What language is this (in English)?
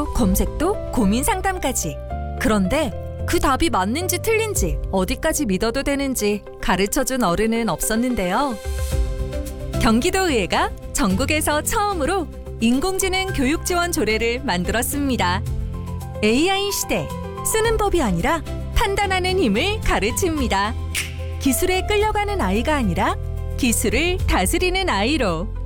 Korean